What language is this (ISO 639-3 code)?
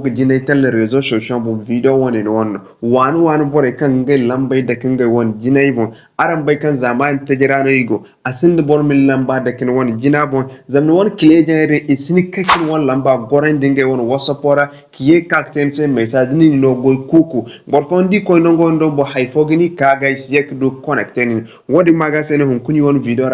dje